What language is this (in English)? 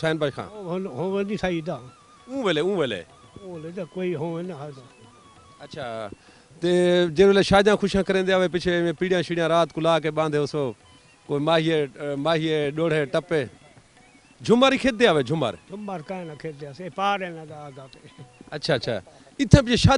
Saraiki